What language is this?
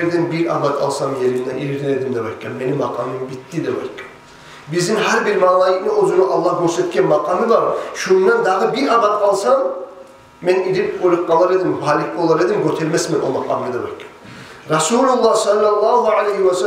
Kumyk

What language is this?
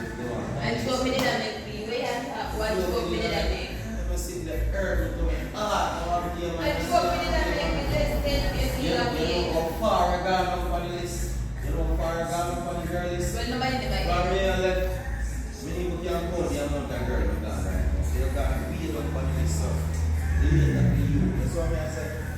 Jamaican Creole English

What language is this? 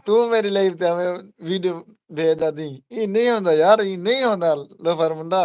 Saraiki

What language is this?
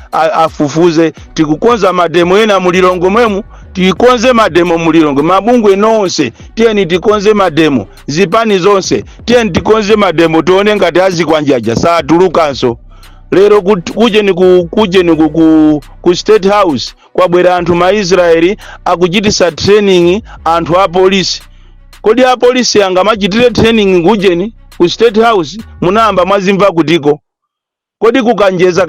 Nyanja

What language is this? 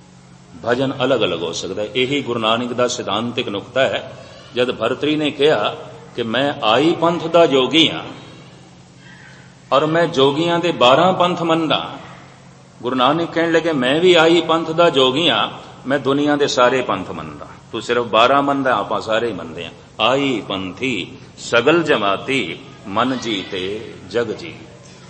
Punjabi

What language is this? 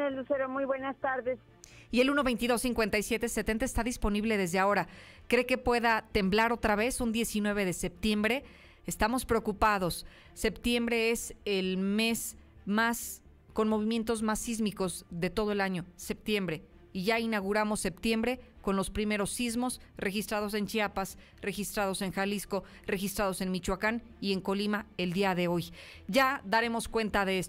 Spanish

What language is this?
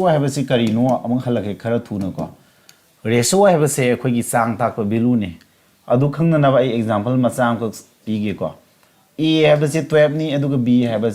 Manipuri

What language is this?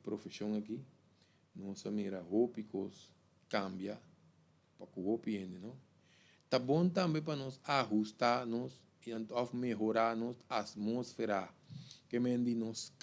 Papiamento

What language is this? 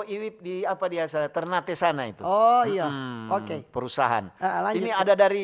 Manado Malay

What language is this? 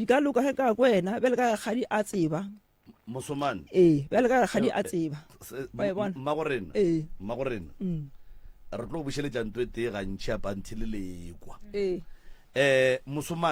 Northern Sotho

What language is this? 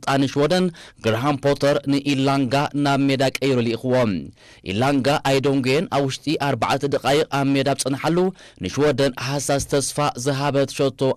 Tigrinya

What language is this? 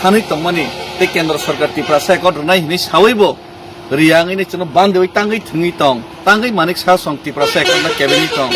Kok Borok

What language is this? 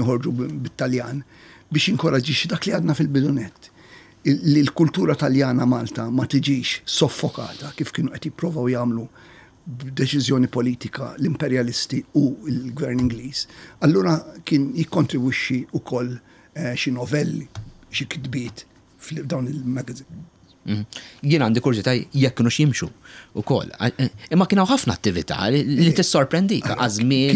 Maltese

